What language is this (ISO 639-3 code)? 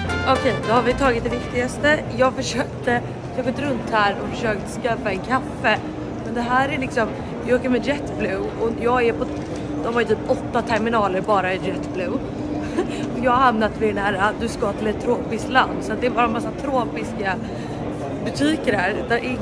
swe